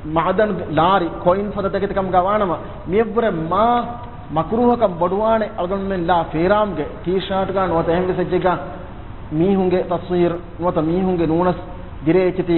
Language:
Divehi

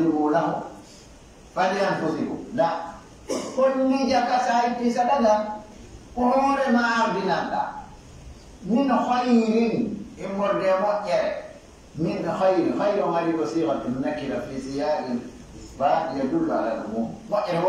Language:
Pular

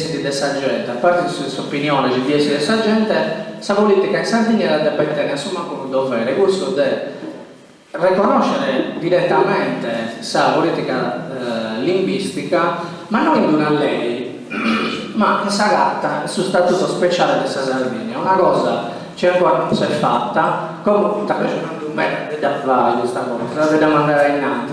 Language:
Sardinian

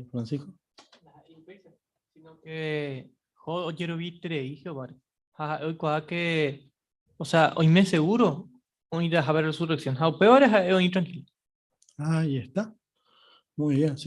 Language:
Guarani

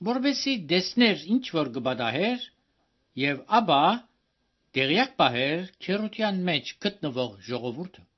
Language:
Armenian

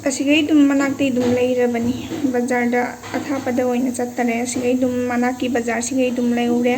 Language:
Manipuri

